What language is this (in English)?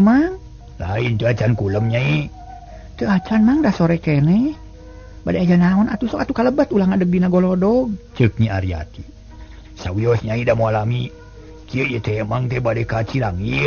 Sundanese